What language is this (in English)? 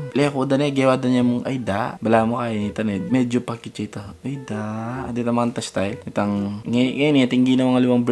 Pampanga